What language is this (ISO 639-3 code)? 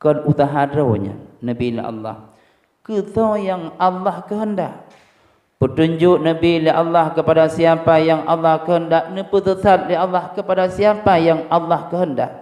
ace